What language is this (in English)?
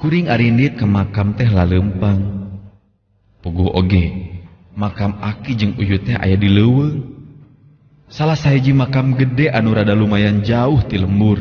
Sundanese